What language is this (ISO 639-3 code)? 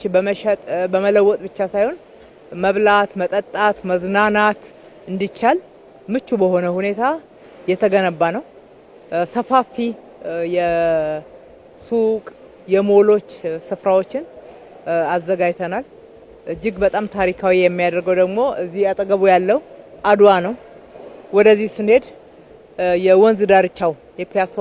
amh